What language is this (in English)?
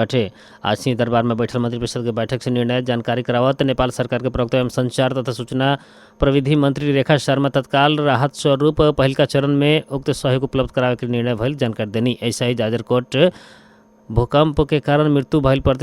Bhojpuri